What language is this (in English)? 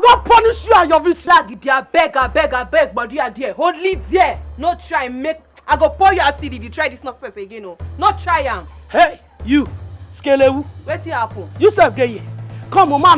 Nigerian Pidgin